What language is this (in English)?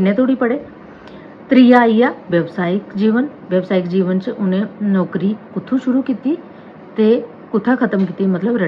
Dogri